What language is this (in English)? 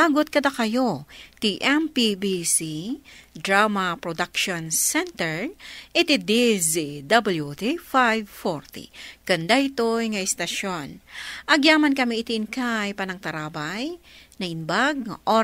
Iloko